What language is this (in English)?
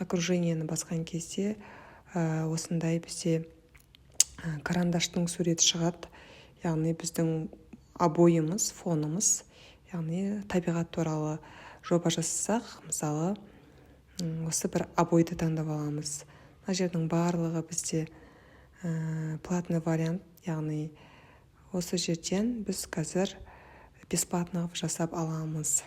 Kazakh